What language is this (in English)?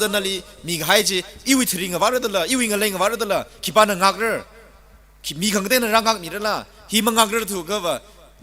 Tangkhul Naga (India)